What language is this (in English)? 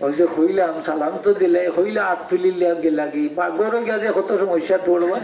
Sylheti